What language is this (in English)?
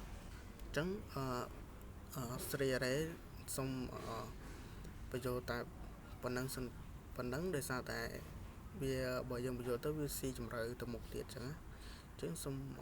Khmer